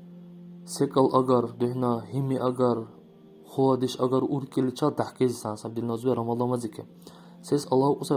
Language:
Dargwa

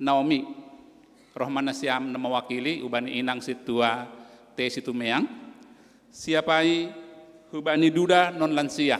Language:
Batak Simalungun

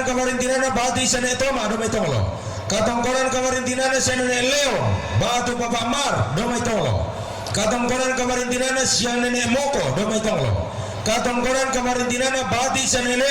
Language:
Toraja-Sa'dan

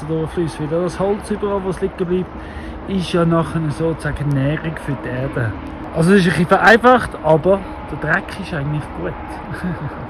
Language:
Swiss German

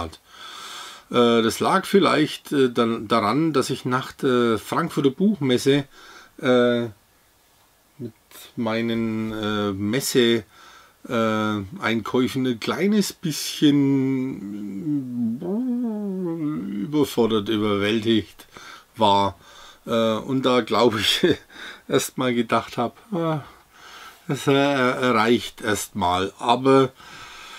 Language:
German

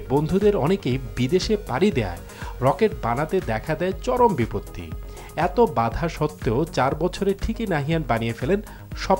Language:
Bangla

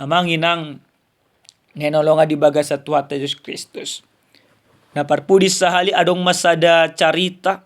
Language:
Batak Toba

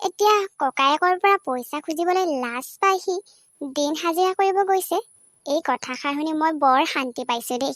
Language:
Assamese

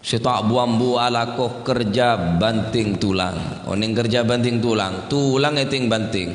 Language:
Madurese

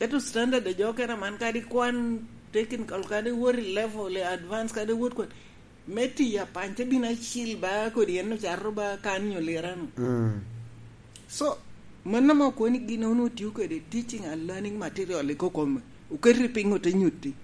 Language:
Lango (Uganda)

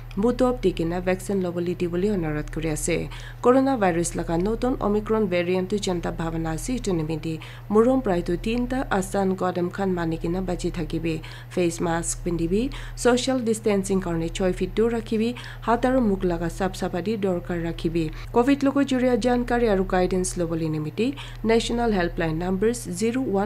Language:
Naga Pidgin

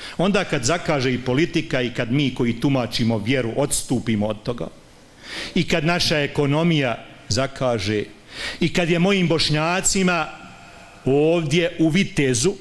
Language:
Bosnian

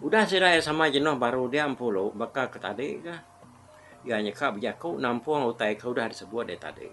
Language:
Iban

